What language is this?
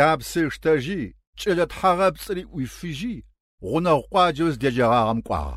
Adyghe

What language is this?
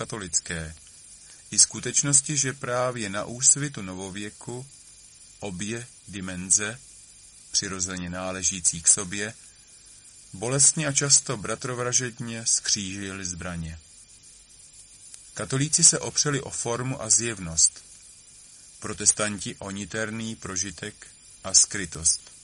Czech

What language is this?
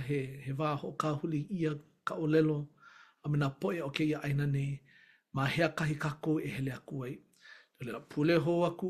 Hawaiian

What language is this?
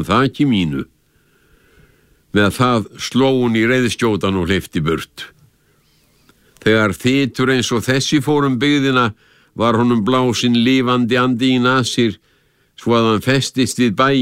Icelandic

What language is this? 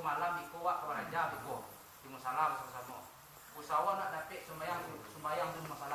Minangkabau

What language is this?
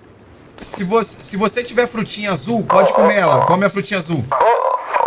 Portuguese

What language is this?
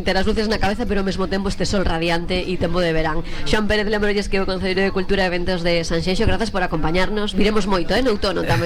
Galician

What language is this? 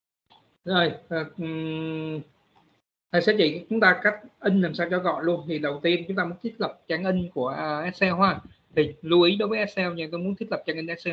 Vietnamese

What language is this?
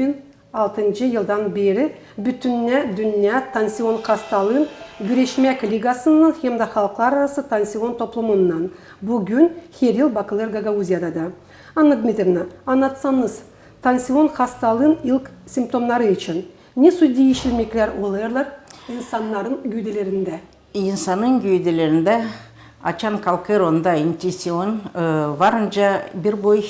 Gagauz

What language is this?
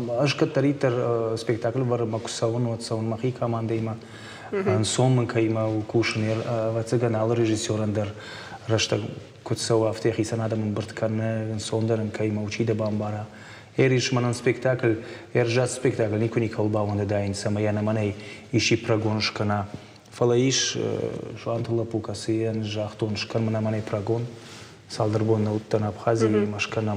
Ossetic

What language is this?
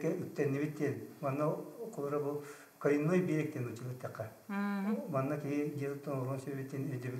Yakut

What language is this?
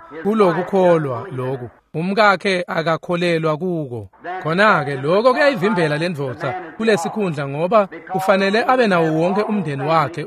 Swati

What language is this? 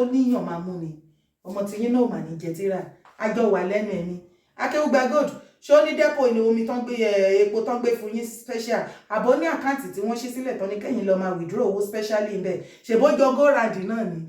Yoruba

